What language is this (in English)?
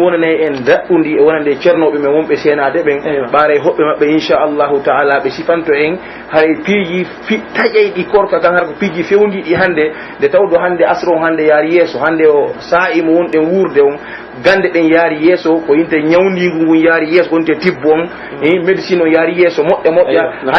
Pular